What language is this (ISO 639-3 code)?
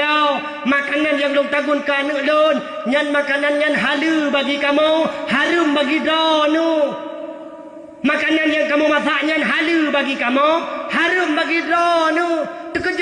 ace